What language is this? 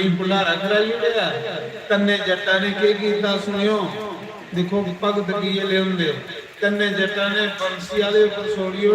Dogri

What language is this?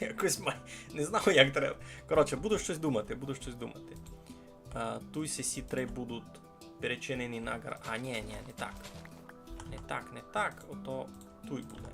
Rusyn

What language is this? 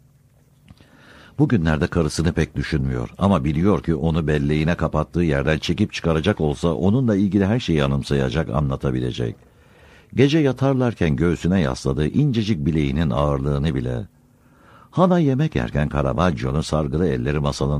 Turkish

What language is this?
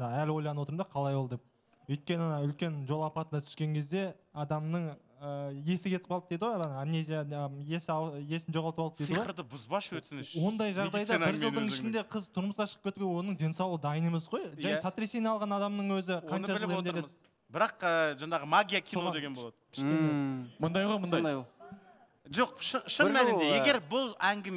Kazakh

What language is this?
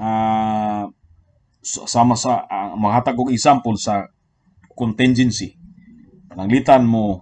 Cebuano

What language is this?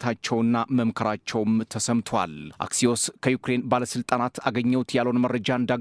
Amharic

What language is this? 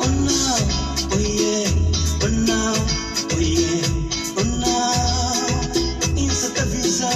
Kabuverdianu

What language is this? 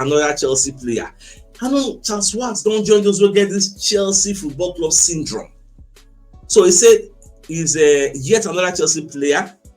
Nigerian Pidgin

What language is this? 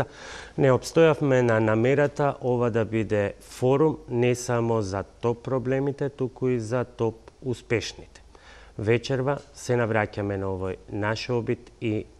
Macedonian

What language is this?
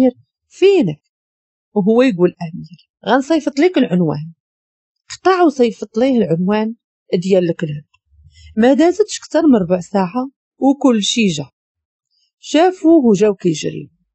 Moroccan Arabic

